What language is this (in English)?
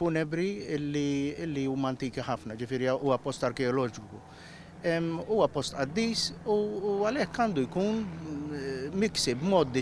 Maltese